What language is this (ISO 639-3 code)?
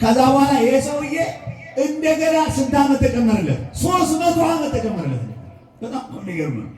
amh